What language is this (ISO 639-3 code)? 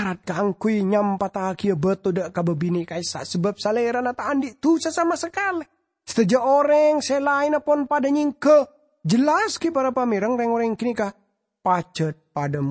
mad